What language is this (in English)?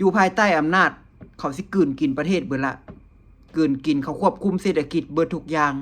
Lao